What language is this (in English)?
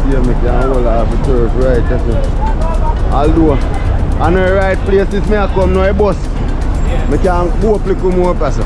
Jamaican Creole English